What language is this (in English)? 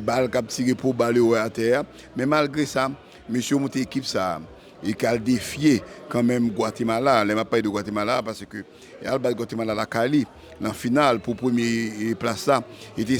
Haitian Creole